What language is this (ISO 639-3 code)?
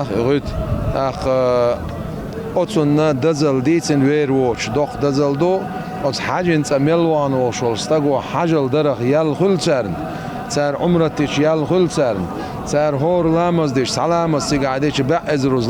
che